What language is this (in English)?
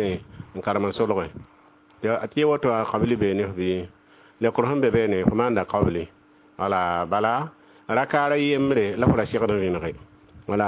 Mossi